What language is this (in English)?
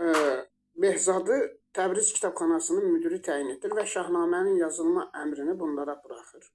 Azerbaijani